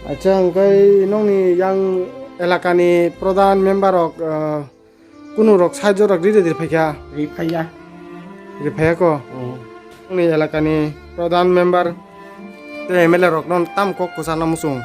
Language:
Kok Borok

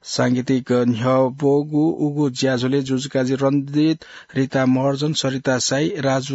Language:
Newari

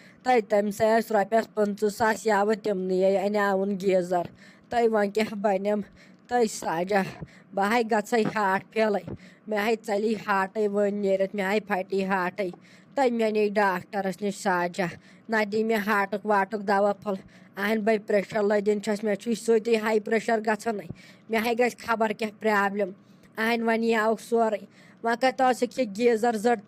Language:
Kashmiri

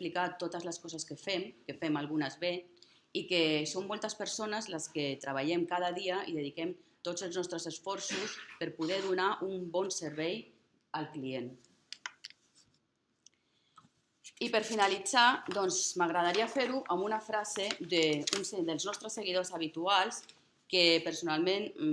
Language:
Catalan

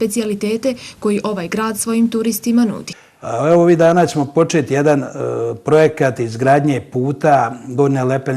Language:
Bosnian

